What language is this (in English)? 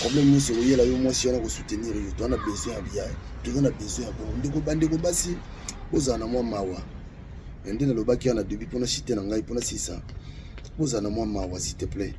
Lingala